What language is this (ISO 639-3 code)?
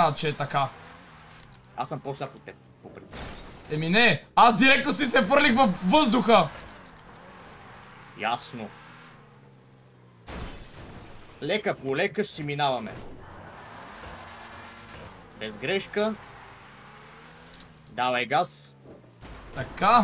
bul